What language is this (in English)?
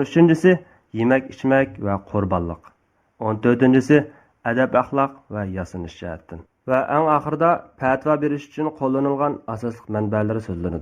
Uyghur